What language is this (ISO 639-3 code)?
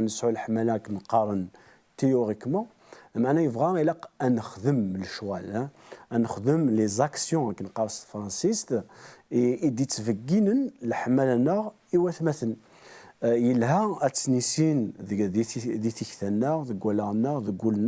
kab